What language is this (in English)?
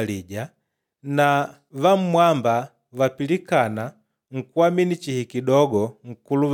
Makonde